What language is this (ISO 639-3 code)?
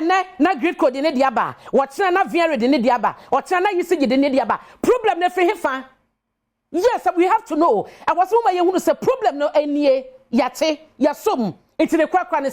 aka